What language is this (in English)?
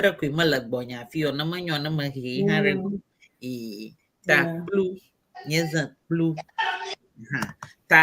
Ewe